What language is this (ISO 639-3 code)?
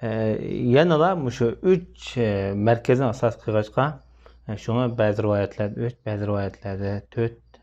uig